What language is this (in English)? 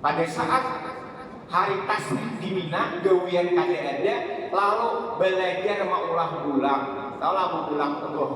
Banjar